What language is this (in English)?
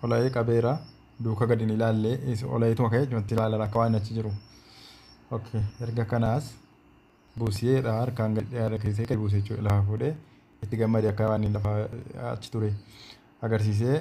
Oromo